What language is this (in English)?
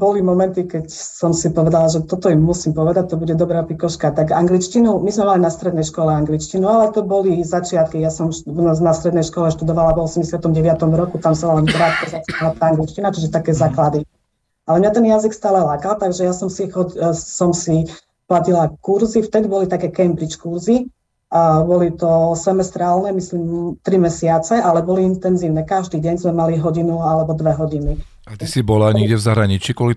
Slovak